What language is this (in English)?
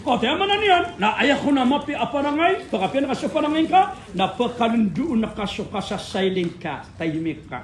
Maranao